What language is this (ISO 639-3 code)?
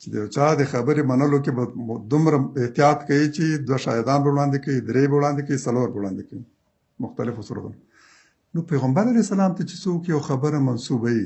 pus